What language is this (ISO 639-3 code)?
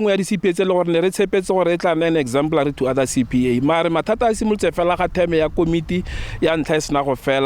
tsn